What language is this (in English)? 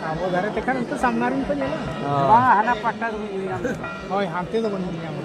Santali